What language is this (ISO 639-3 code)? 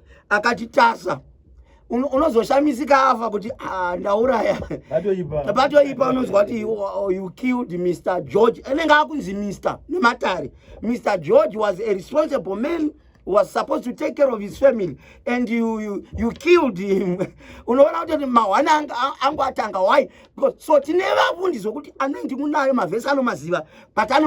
sna